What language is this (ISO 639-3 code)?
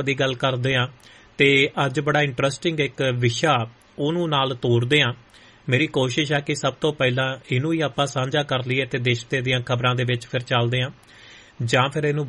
pan